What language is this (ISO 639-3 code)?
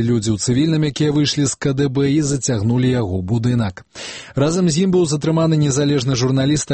bel